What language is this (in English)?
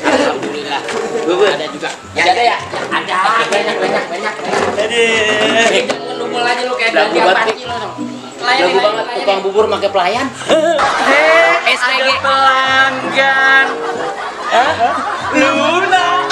Betawi